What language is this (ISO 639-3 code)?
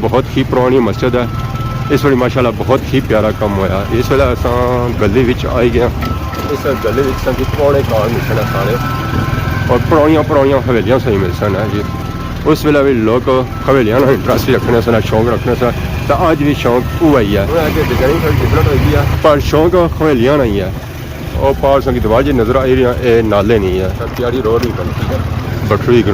phr